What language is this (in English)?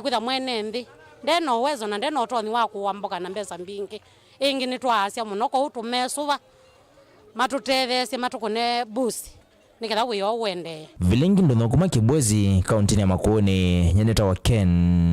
Kamba